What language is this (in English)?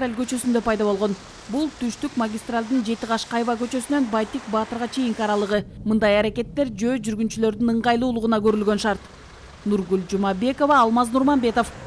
Kyrgyz